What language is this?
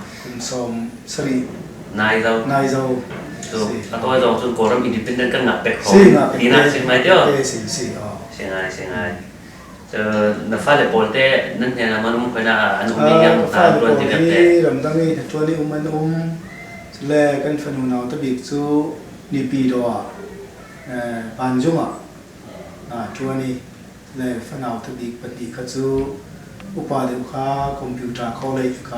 Falam Chin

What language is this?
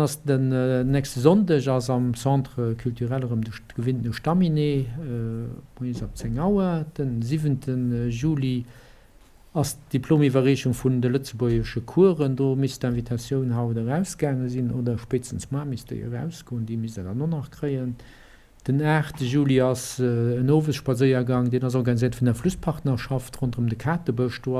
Luxembourgish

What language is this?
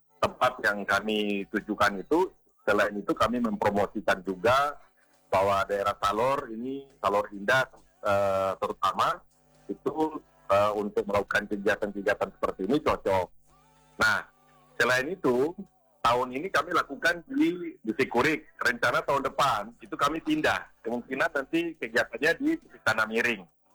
Indonesian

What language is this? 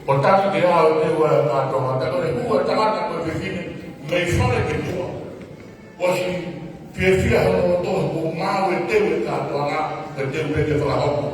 Tongan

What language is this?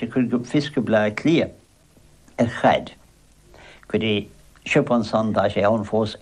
Irish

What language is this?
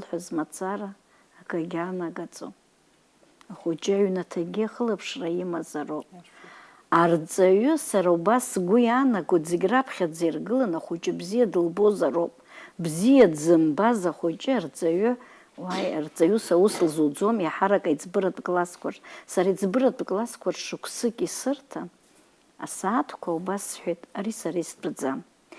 Abkhazian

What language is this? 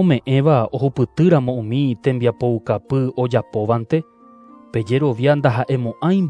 Guarani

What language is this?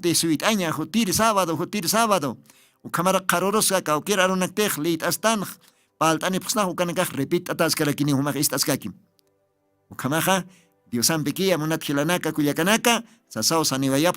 Aymara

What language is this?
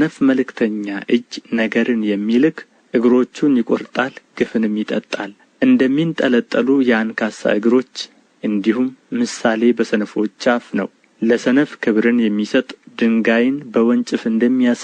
Amharic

